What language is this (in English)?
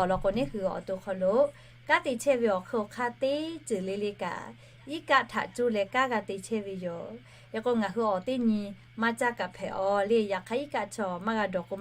Lahu